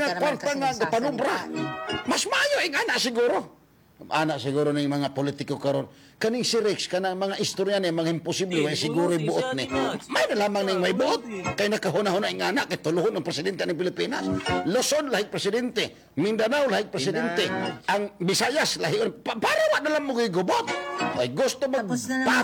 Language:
Cebuano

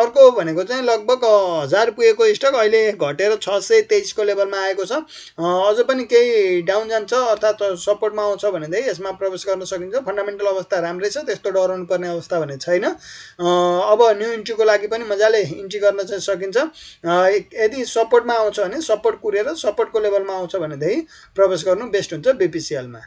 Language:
Nepali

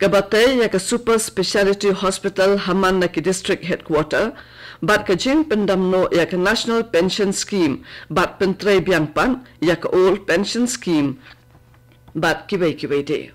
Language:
Khasi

